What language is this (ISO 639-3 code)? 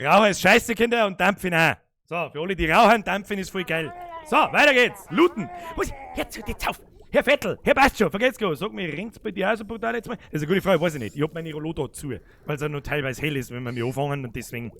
bar